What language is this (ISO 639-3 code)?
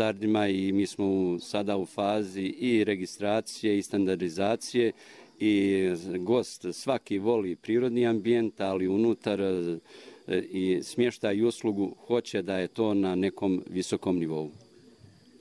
bos